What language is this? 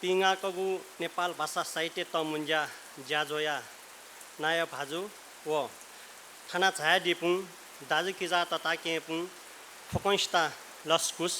Newari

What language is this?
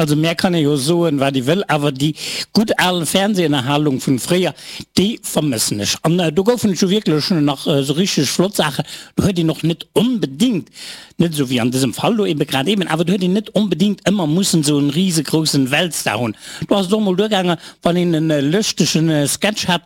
Luxembourgish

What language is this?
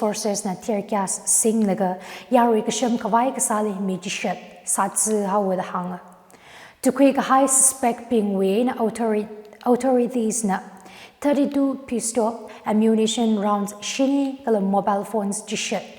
Tangkhul Naga (India)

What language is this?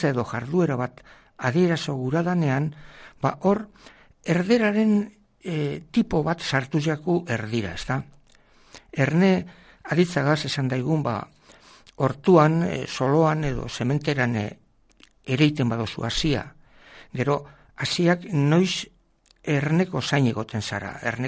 Basque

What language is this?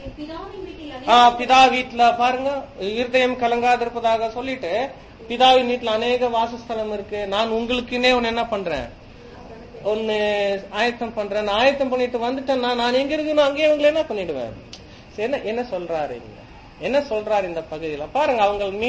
Tamil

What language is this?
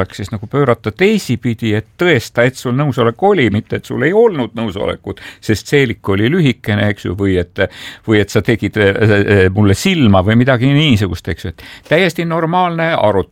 Estonian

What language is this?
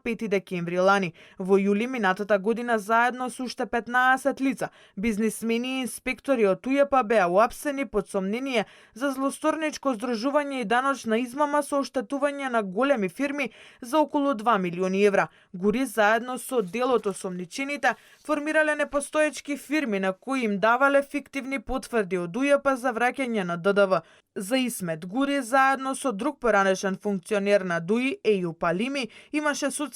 Macedonian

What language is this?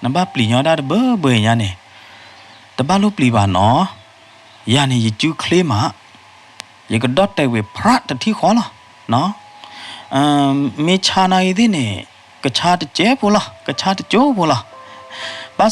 S'gaw Karen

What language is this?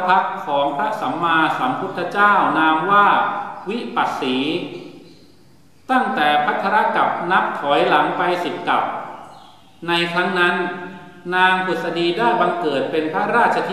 Thai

